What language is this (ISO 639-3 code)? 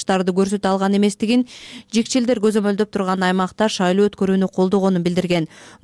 kir